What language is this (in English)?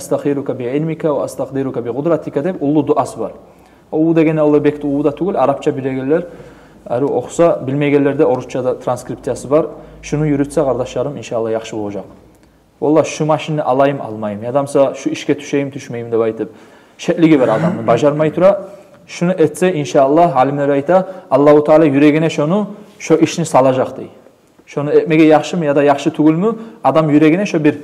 Kumyk